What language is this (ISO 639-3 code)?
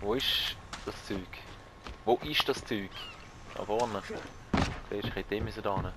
gsw